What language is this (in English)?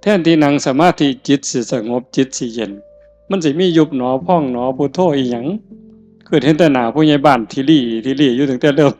Northeastern Thai